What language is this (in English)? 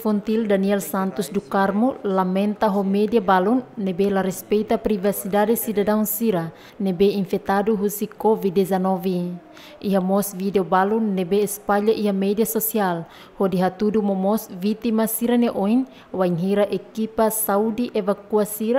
Tetum